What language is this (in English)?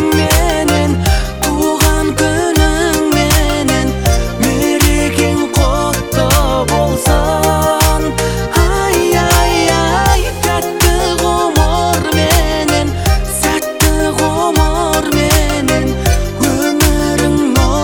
Kazakh